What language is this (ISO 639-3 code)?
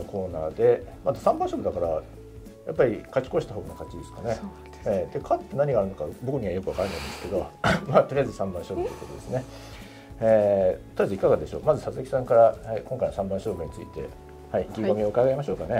jpn